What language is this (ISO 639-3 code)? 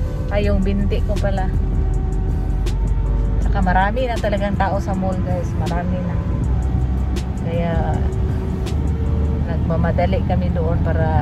fil